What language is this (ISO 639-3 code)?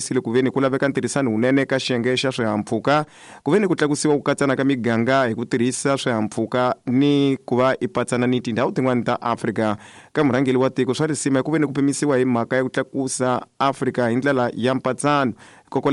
tso